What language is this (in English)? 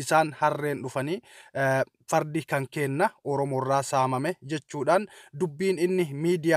Oromo